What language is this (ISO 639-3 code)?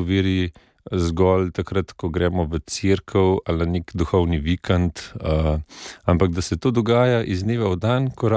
slv